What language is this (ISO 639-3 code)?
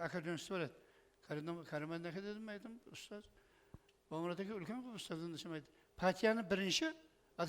kaa